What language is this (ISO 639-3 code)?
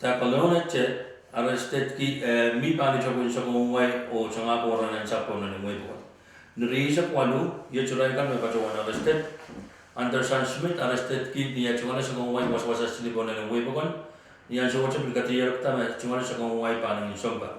pon